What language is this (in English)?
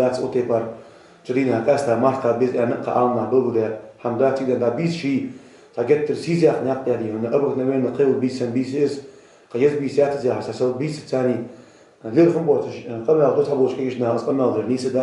Ingush